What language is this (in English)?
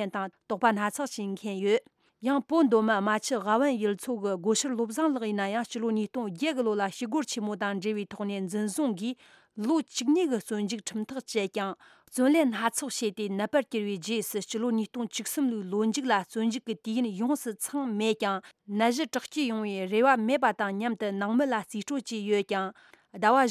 Tibetan